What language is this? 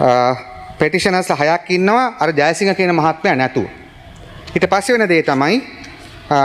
Sinhala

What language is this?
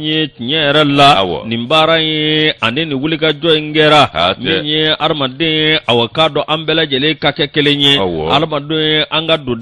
Bambara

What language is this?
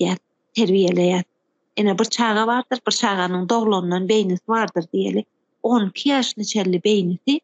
Turkmen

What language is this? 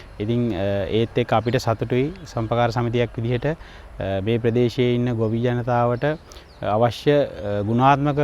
Sinhala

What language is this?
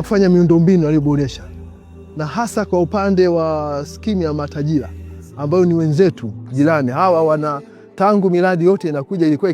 Swahili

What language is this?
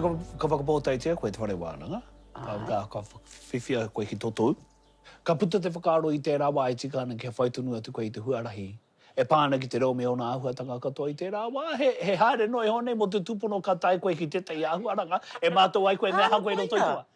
Māori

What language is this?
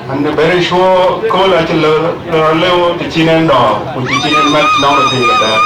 Dinka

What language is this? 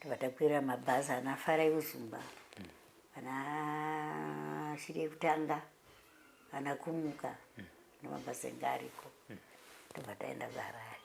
Shona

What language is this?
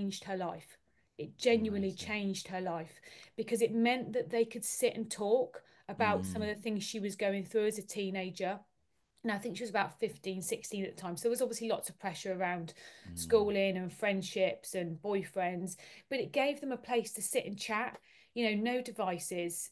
English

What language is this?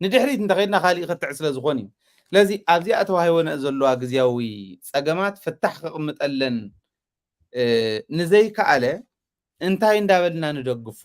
Tigrinya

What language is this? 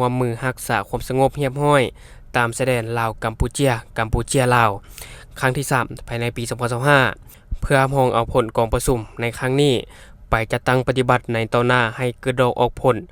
Lao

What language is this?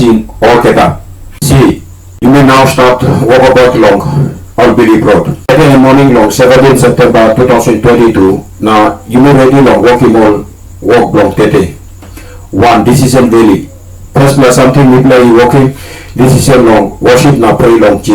Tok Pisin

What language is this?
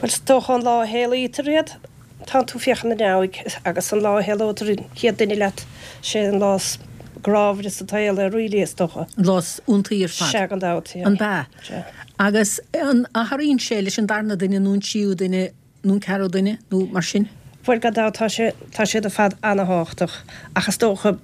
Irish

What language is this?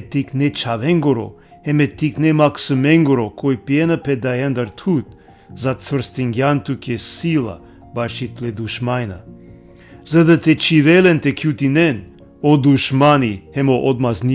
Balkan Romani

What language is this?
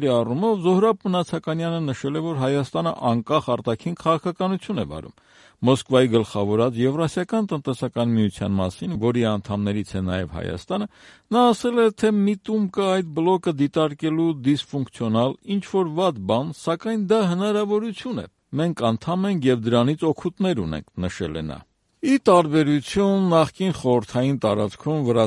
Armenian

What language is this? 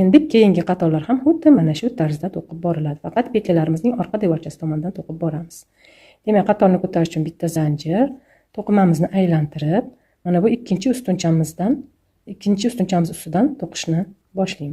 Uzbek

